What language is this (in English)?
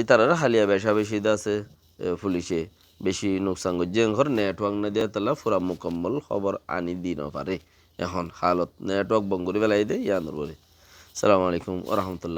Rohingya